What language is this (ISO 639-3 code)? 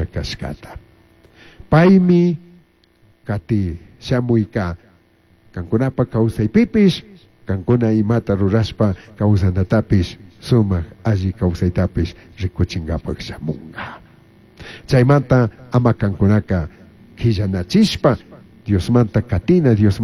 qug